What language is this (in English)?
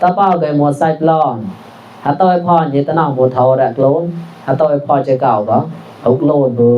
Mon